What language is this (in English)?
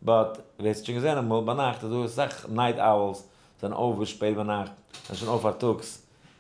Yiddish